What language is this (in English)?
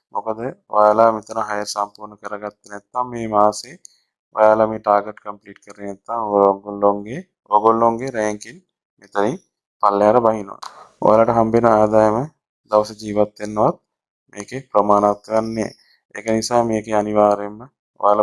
Sinhala